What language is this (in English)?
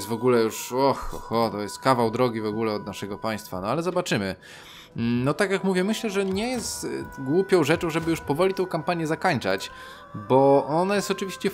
Polish